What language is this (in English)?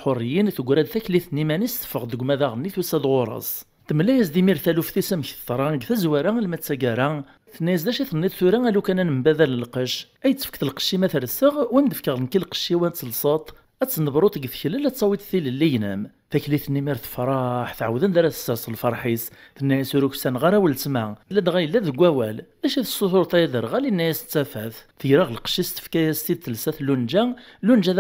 Kabyle